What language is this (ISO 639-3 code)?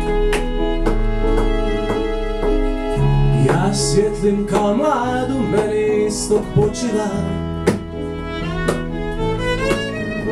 hrv